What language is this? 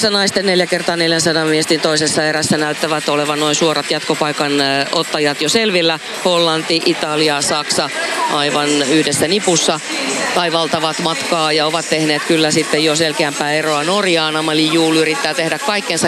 Finnish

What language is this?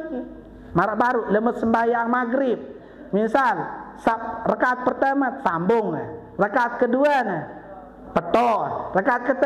Sasak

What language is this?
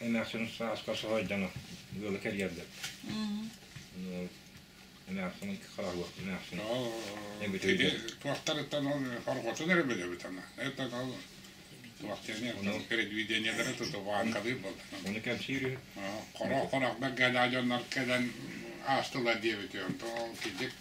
Yakut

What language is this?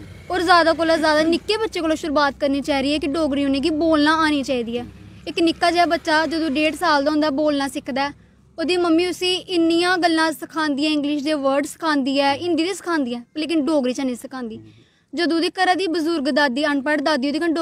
Dogri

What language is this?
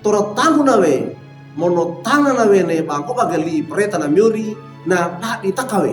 Wejewa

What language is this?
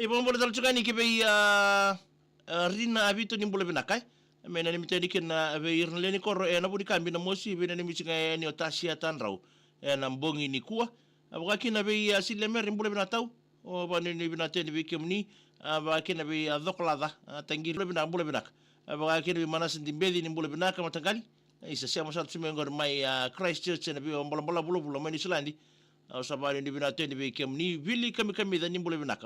Fijian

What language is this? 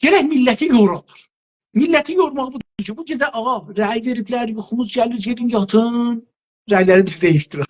South Azerbaijani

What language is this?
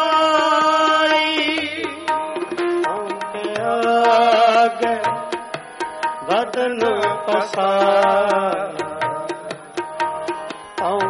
Punjabi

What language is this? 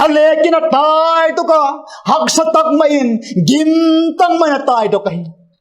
Vaiphei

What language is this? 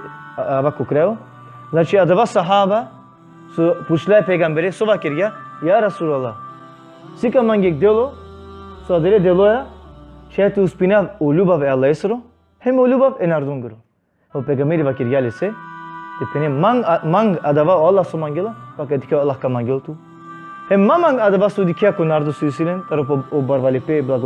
Balkan Romani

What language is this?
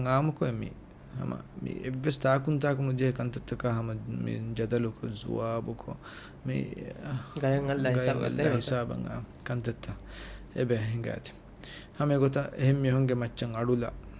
Divehi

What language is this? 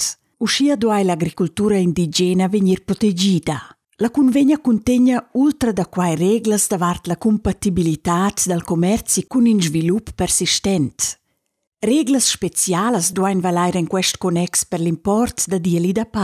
Romansh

